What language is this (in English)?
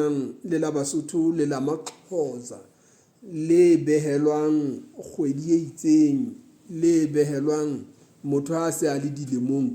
Southern Sotho